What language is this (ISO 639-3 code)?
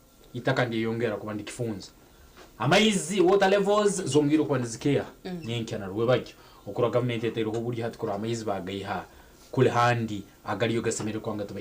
nyn